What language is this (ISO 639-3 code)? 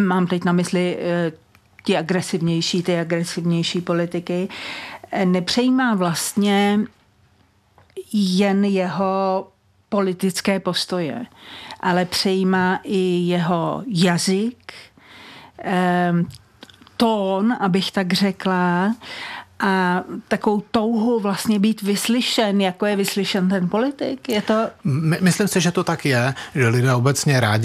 ces